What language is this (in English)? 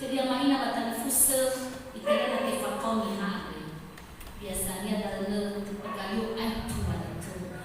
Nias